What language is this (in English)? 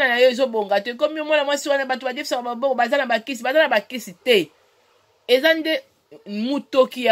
Lingala